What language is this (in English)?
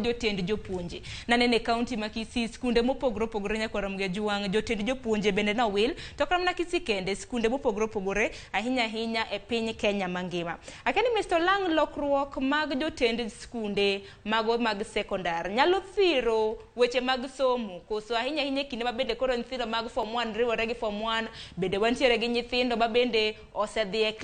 Luo (Kenya and Tanzania)